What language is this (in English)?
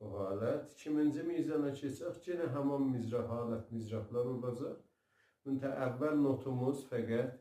South Azerbaijani